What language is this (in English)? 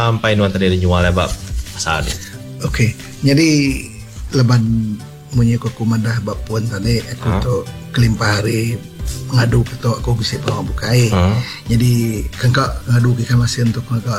Iban